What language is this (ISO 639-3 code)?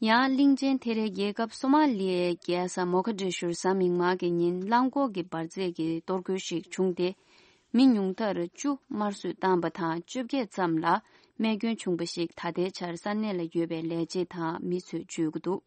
bod